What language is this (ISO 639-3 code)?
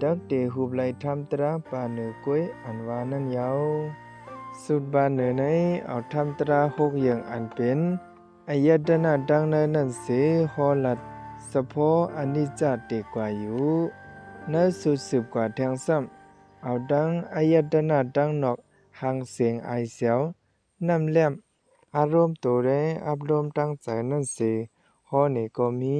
shn